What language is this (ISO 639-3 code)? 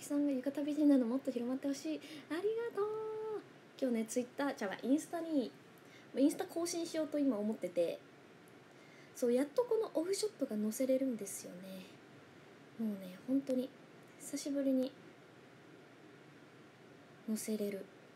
jpn